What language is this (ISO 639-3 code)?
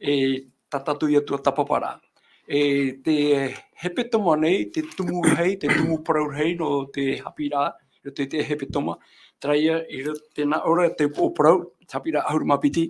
tah